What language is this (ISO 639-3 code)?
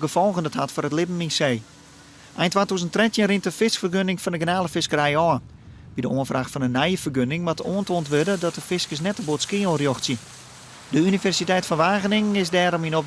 fry